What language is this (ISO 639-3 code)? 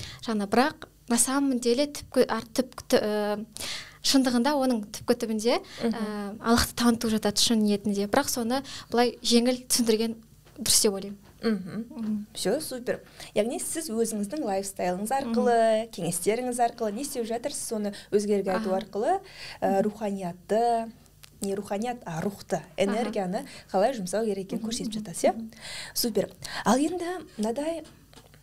kaz